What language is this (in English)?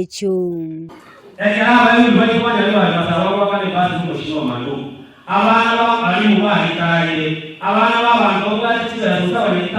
Gusii